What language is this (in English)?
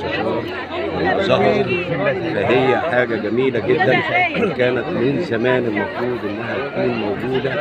Egyptian Arabic